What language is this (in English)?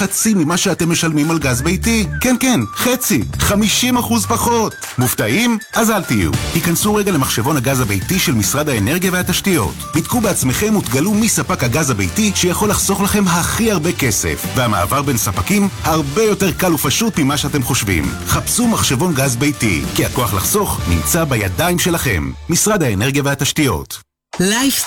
Hebrew